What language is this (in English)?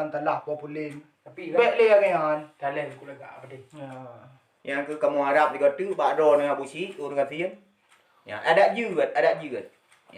Achinese